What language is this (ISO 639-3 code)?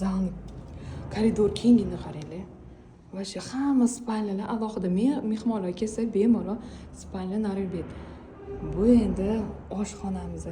uzb